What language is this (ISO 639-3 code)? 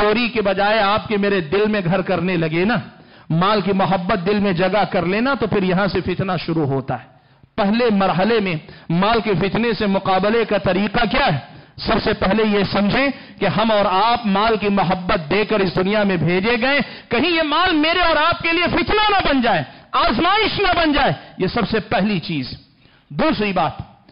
urd